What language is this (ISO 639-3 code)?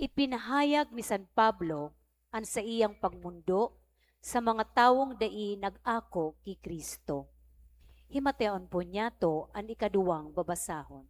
bik